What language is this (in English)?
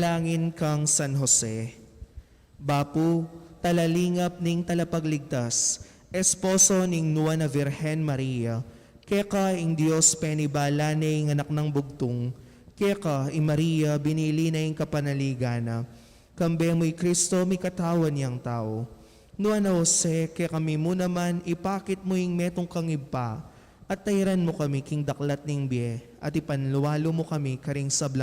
Pampanga